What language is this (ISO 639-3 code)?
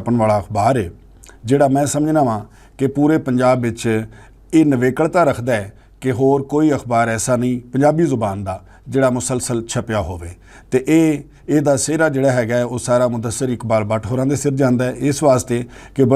lah